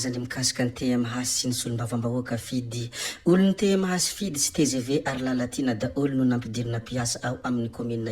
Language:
Malagasy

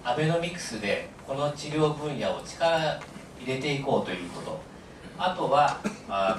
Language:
Japanese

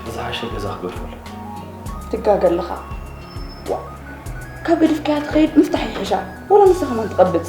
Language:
Tigrinya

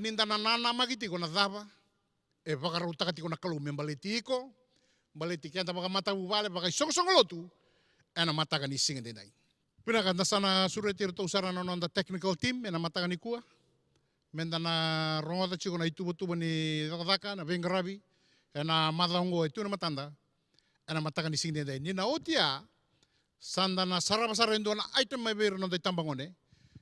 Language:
Fijian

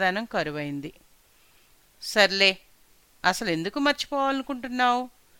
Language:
Telugu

